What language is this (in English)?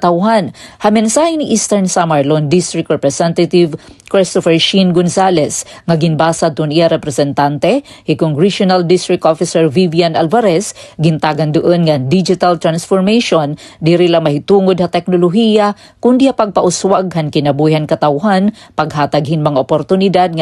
Waray